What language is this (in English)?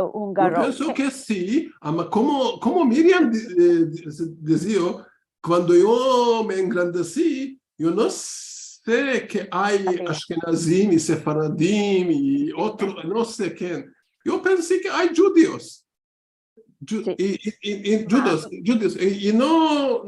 Ladino